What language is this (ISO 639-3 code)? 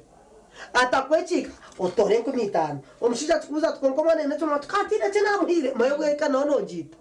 nyn